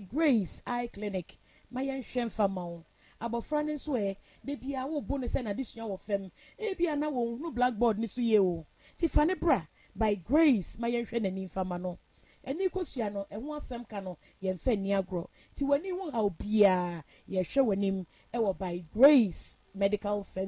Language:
Akan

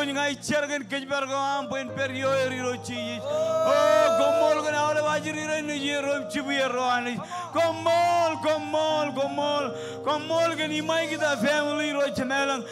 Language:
Marshallese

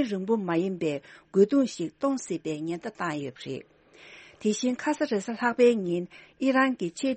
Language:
Tibetan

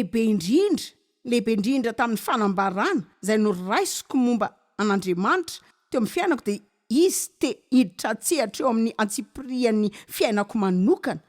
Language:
Malagasy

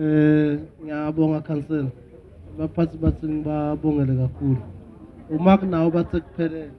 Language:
Zulu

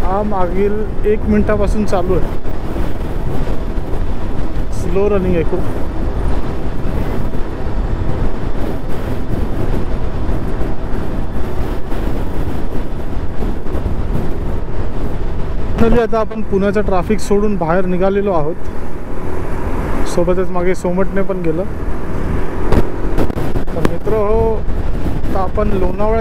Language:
Marathi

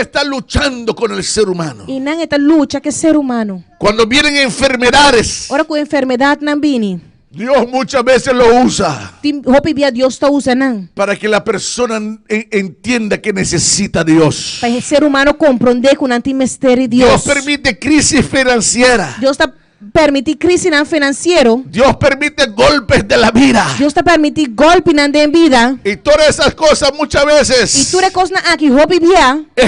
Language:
Papiamento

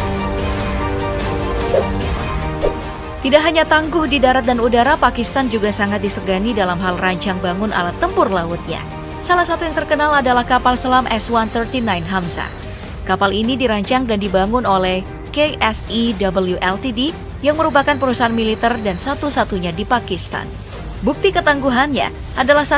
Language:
Indonesian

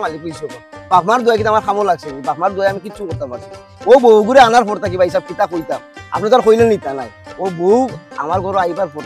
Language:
Sylheti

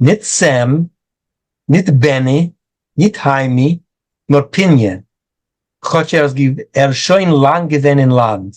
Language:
Yiddish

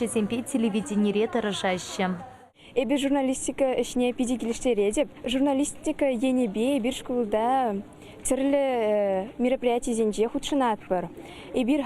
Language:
Chuvash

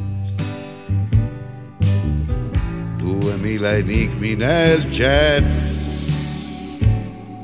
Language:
Italian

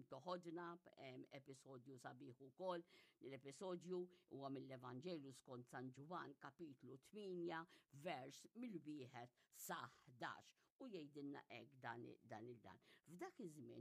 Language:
Maltese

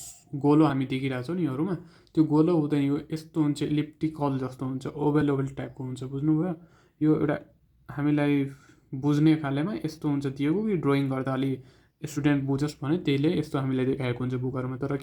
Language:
Nepali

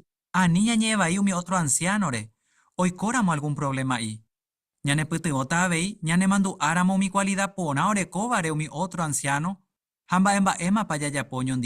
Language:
Guarani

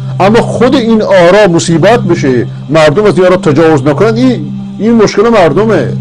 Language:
Persian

